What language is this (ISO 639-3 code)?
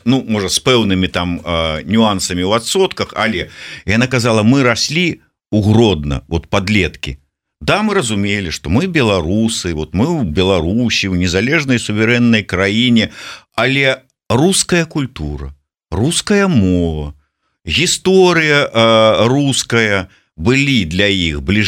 bel